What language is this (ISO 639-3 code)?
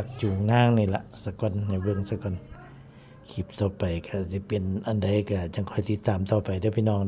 tts